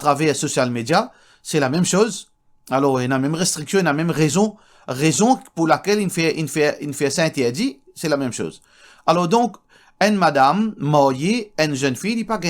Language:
Morisyen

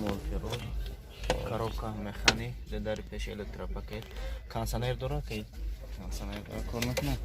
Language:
Tajik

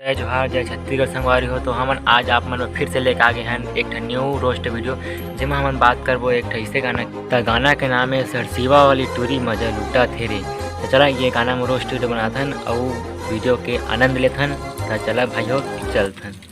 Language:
Chhattisgarhi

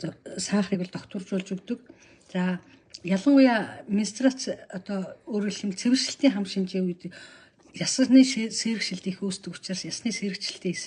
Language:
Mongolian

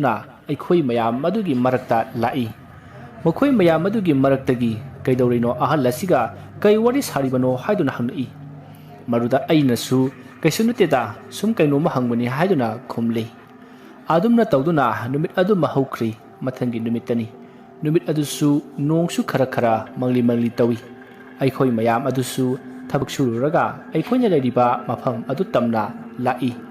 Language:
Manipuri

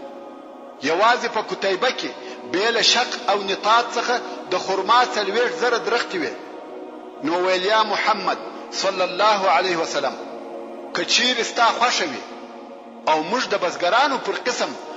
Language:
Pashto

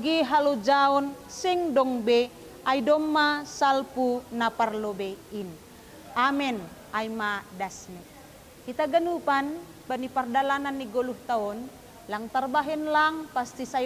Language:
Batak Simalungun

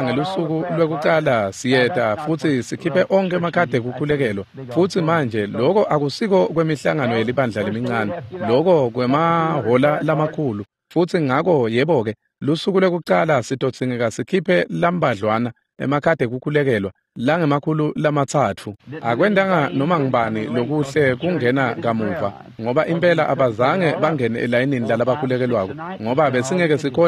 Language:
Swati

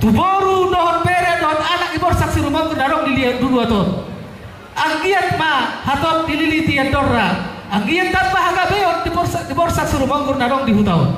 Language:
Batak Toba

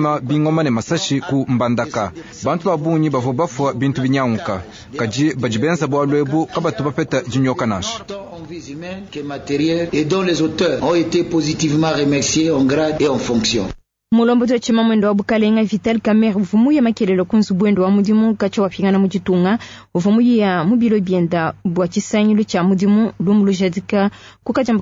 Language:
Luba-Lulua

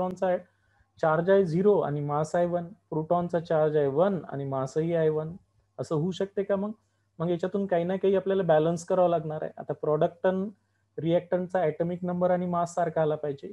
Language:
Marathi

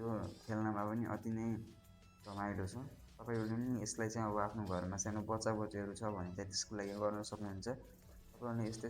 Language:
Nepali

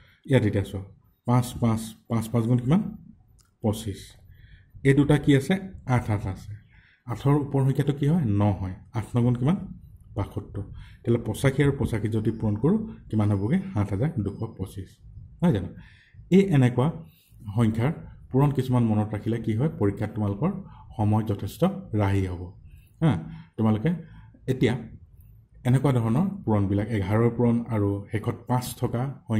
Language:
Assamese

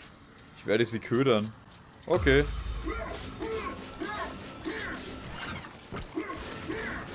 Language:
German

